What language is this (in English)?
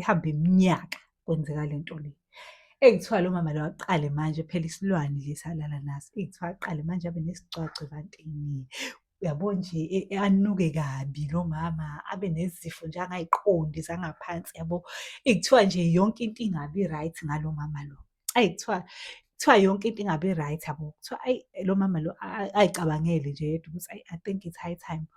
Zulu